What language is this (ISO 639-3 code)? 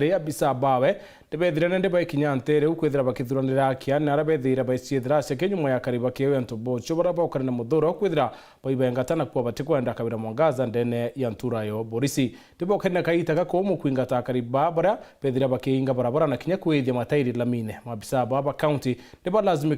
mer